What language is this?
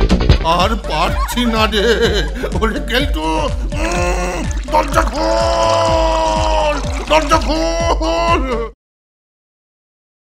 Bangla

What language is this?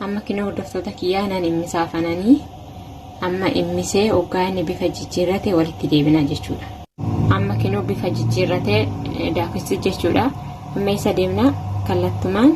Oromo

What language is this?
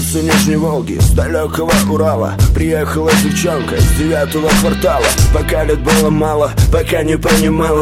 Russian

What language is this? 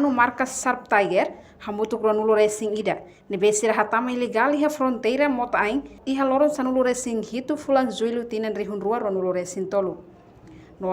Tetum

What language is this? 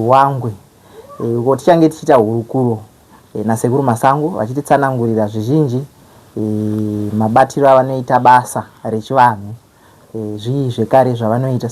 Shona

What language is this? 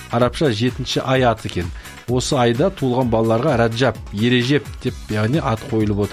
Kazakh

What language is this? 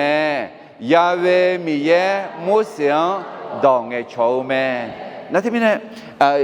Akha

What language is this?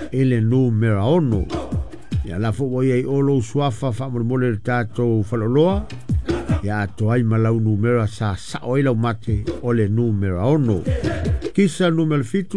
Samoan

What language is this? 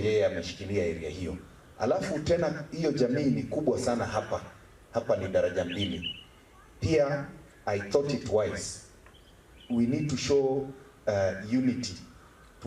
Gusii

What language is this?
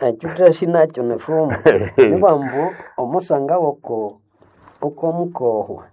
Nande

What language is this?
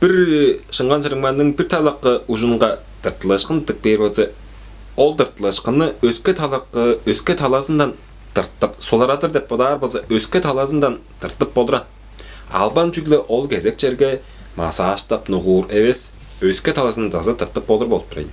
Tuvinian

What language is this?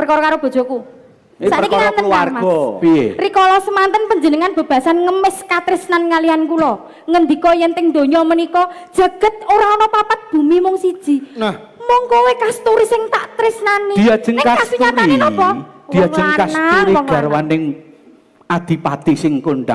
Javanese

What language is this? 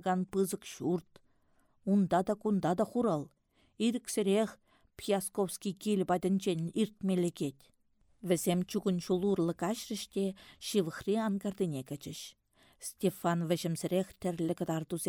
Chuvash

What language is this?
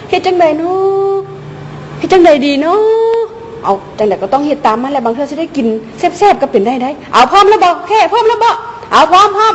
Lao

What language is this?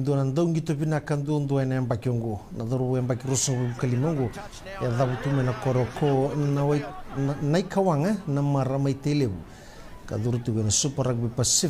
Fijian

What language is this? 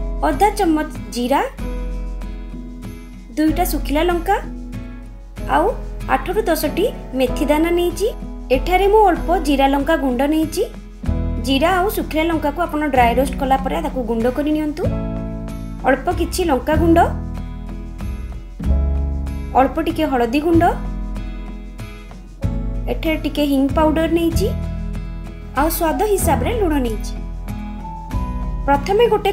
Odia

